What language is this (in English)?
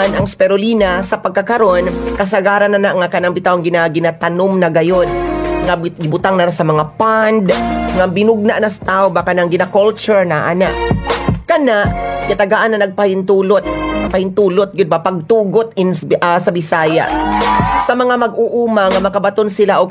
Cebuano